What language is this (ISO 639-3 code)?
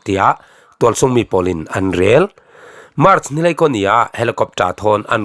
cfm